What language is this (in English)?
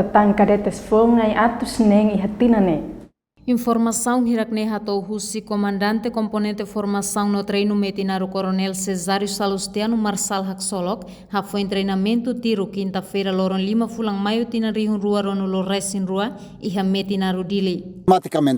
Tetum